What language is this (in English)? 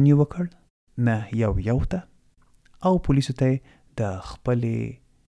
Pashto